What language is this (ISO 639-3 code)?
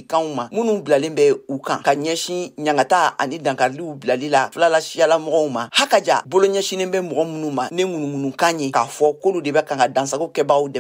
bam